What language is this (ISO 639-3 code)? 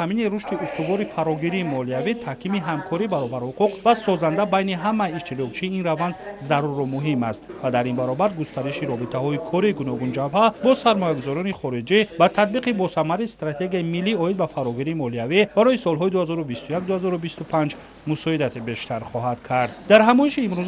tgk